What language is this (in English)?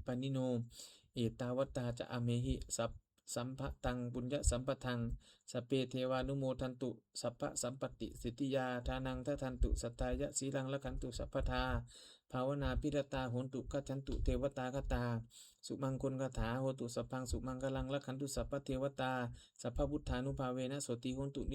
Pali